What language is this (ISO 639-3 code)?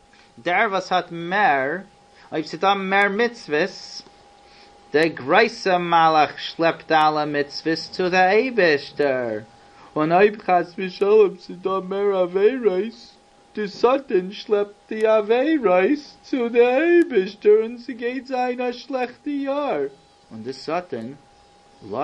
yid